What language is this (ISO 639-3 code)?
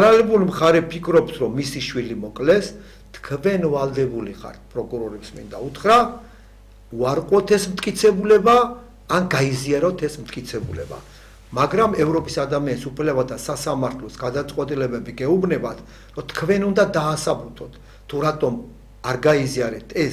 kat